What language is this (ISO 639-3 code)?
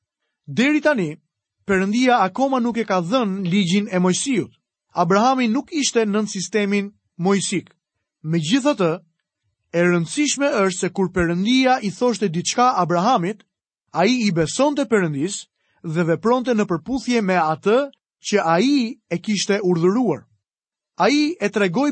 sqi